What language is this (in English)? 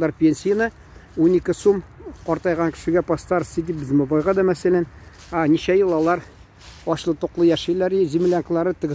Tatar